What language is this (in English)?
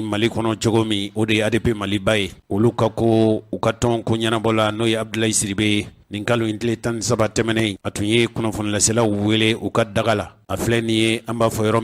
Bambara